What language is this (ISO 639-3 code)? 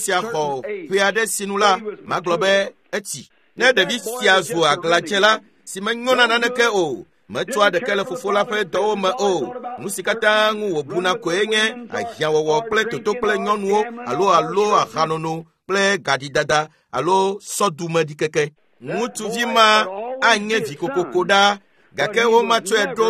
ewe